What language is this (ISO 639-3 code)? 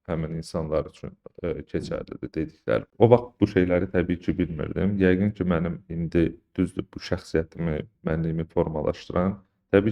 aze